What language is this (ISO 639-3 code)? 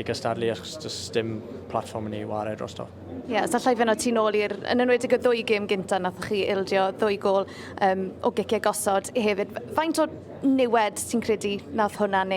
cym